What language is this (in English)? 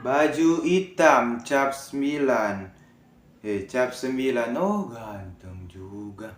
Manado Malay